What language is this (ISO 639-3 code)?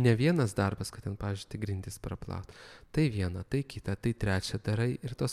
lit